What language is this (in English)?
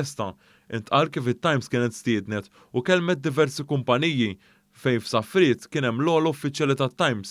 Maltese